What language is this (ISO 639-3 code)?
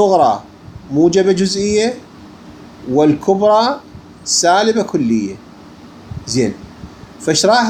acm